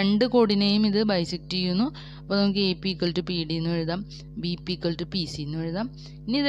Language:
Malayalam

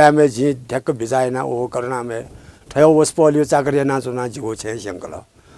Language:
Newari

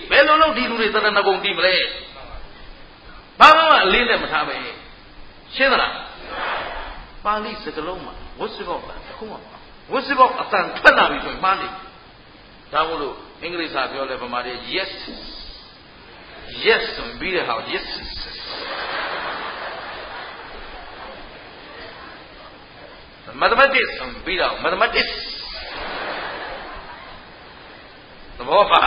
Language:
Burmese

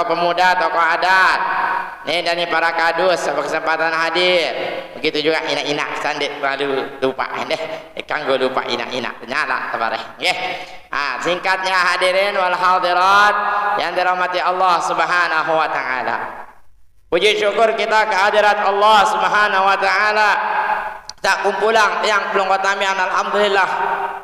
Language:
Sasak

